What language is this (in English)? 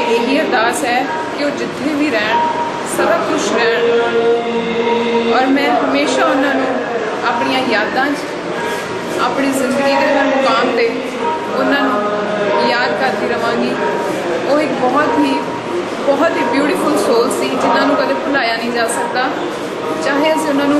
Punjabi